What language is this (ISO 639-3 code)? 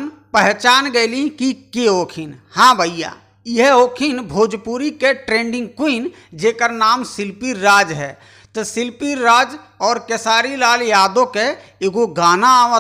bho